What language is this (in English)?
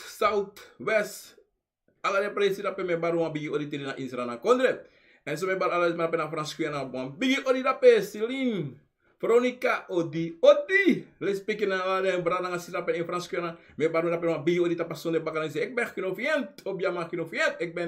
Sranan Tongo